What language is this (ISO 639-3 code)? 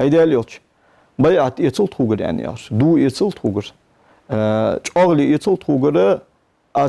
inh